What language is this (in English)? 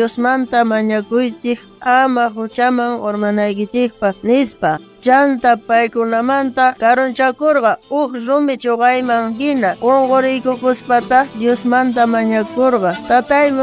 South Bolivian Quechua